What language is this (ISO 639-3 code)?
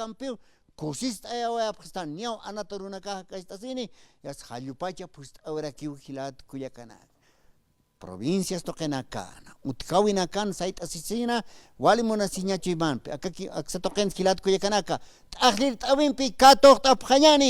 aym